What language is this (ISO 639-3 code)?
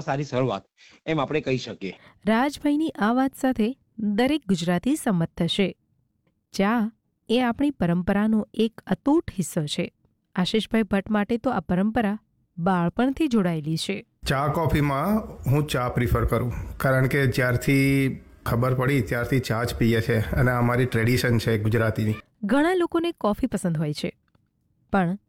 guj